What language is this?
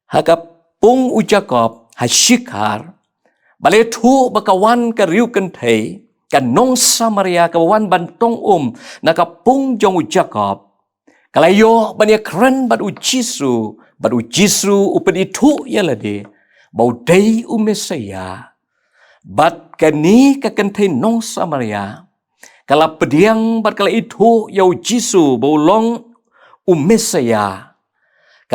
Khasi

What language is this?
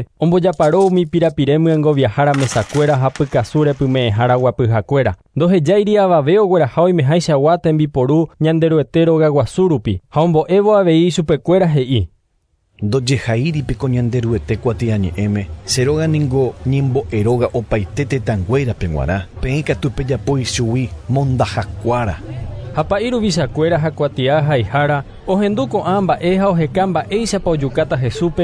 Guarani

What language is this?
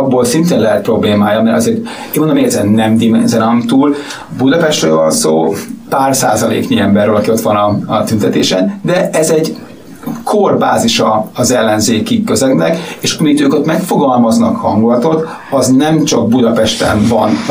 Hungarian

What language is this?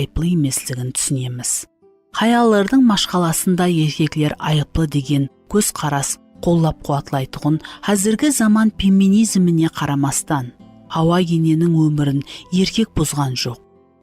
Kara-Kalpak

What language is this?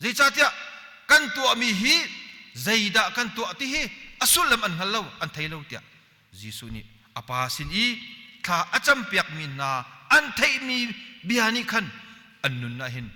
Hakha Chin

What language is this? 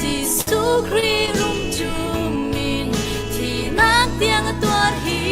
Falam Chin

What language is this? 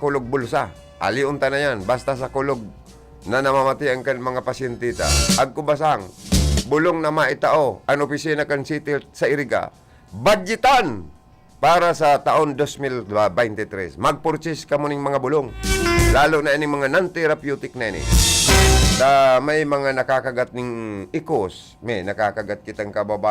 Bikol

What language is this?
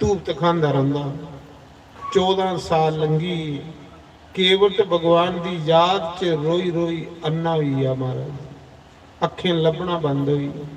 Dogri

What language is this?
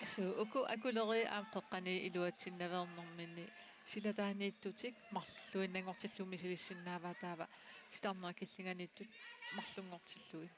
Kalaallisut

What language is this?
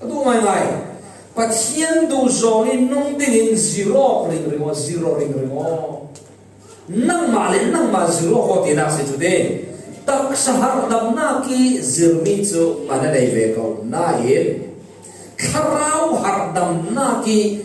Falam Chin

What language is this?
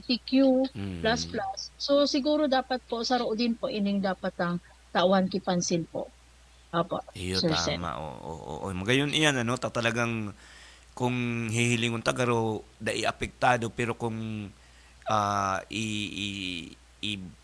Bikol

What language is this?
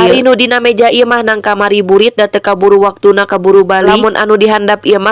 Sundanese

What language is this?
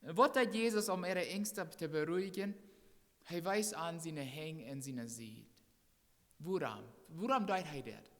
Plautdietsch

